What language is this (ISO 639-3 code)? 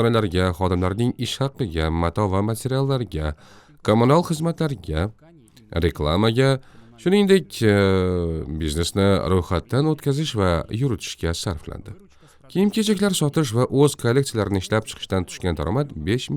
uzb